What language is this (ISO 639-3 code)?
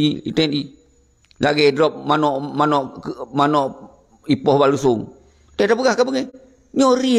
ace